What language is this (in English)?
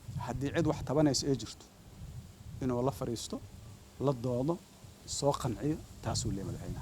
Somali